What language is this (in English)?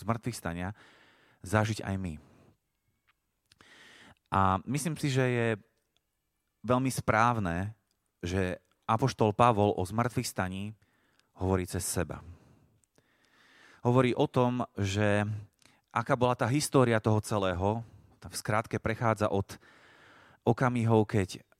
Slovak